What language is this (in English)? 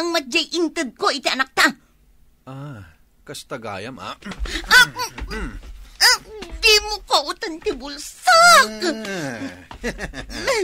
Iloko